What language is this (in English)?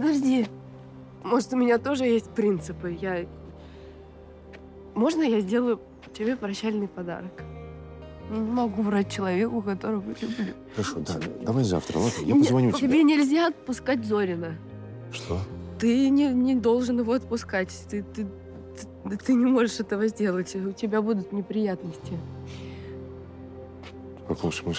Russian